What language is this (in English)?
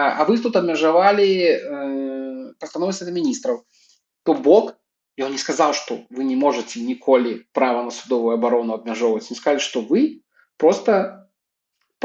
Belarusian